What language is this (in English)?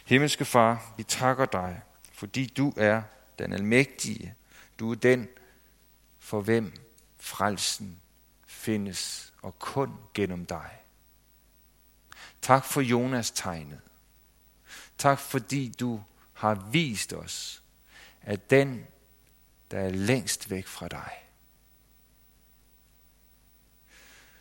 Danish